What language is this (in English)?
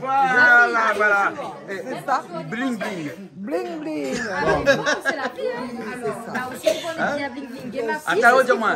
Réunion Creole French